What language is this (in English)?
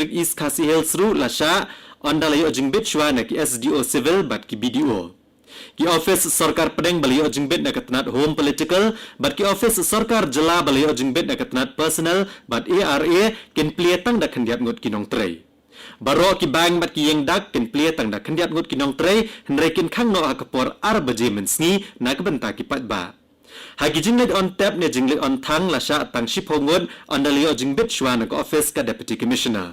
Khasi